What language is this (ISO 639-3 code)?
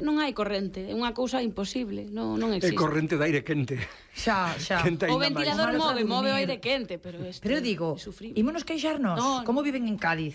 glg